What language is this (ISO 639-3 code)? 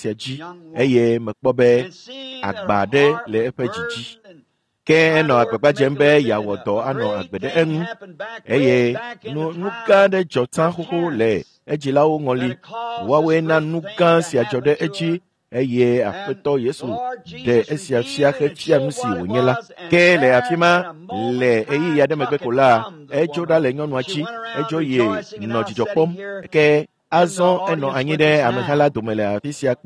ewe